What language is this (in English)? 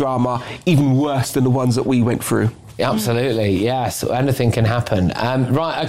English